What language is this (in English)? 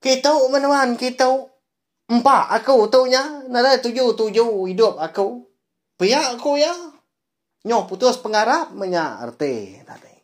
Iban